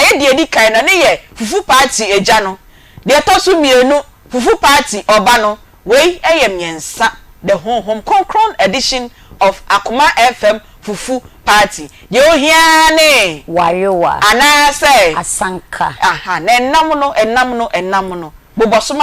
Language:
Akan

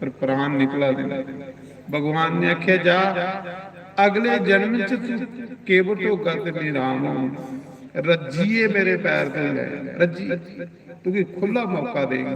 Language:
Dogri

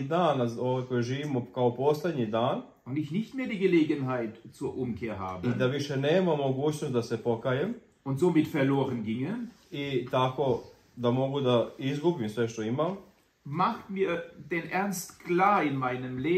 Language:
Croatian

